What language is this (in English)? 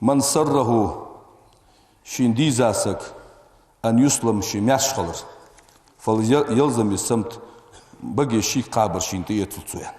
Ingush